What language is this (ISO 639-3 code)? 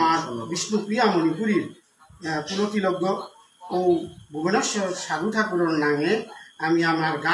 bpy